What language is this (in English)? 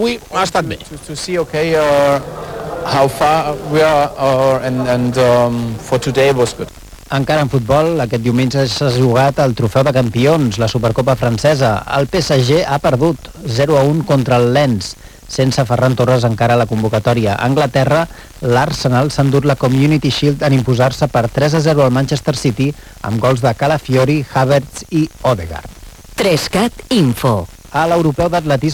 Catalan